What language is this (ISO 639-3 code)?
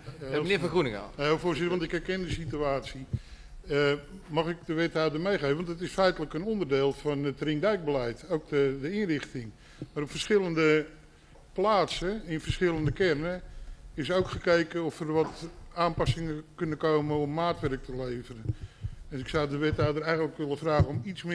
nld